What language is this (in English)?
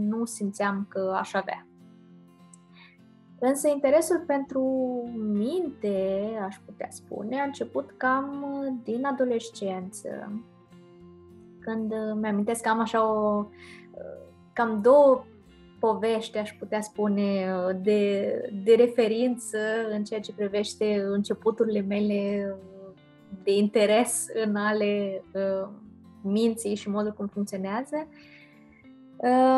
Romanian